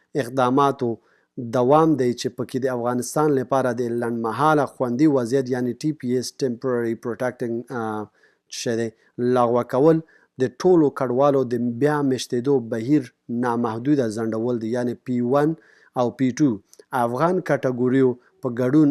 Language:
Pashto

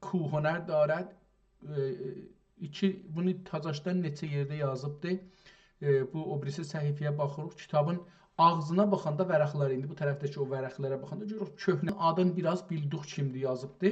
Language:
South Azerbaijani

